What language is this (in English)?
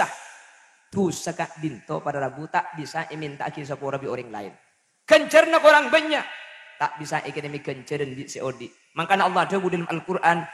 Madurese